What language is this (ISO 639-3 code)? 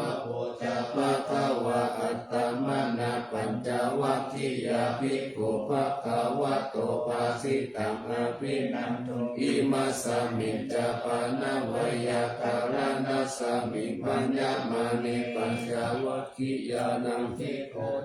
pli